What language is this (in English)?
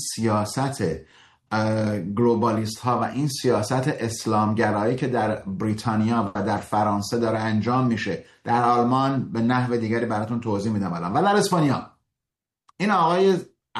Persian